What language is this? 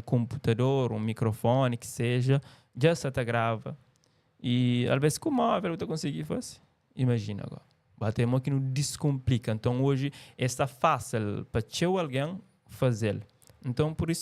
Kabuverdianu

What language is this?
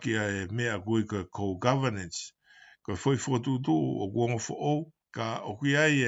Tongan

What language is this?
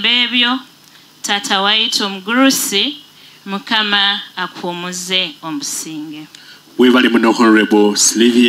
Nyoro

